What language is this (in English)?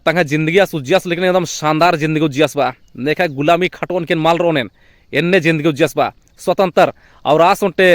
Kurukh